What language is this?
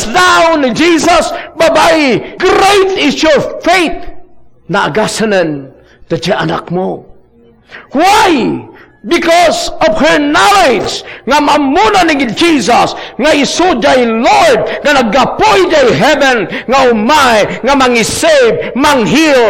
Iloko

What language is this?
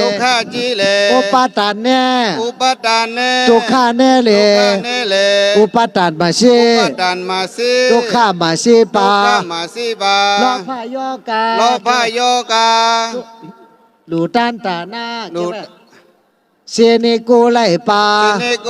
Shan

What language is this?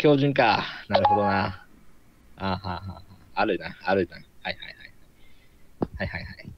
Japanese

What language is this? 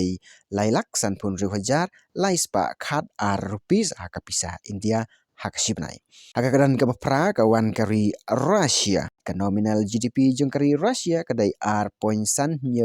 Khasi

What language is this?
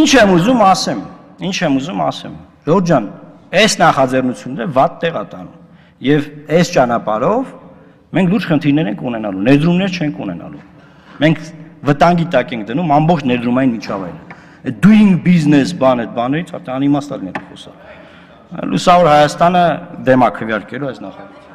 Armenian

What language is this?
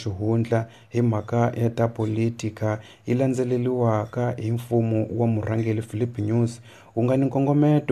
Tsonga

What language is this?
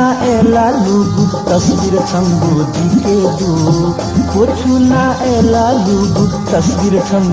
Newari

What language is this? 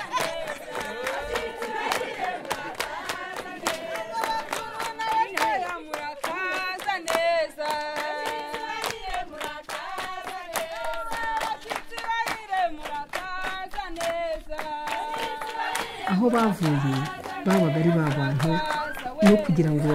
Kinyarwanda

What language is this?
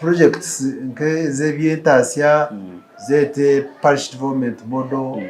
Nyankole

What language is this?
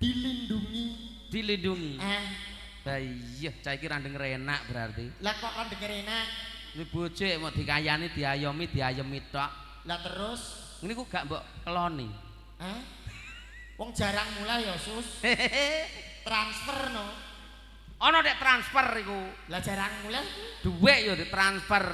Javanese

